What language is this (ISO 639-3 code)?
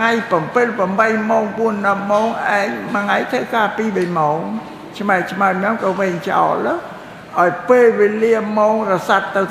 khm